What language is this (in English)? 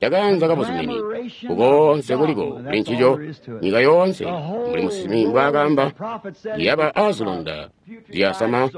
Tonga (Zambia)